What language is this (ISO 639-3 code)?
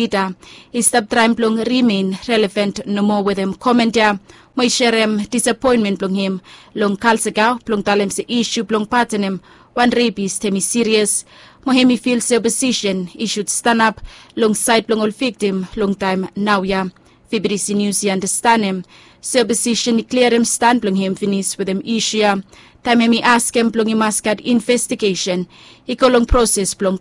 bis